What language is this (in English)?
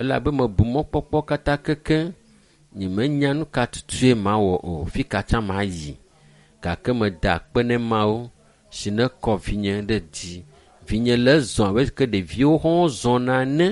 Ewe